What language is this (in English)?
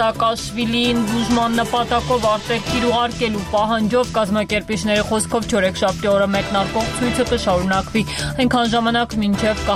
Armenian